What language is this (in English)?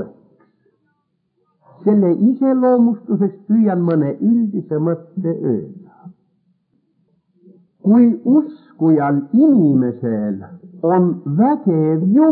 Estonian